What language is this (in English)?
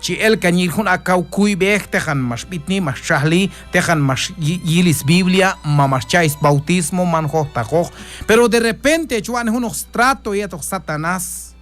Q'anjob'al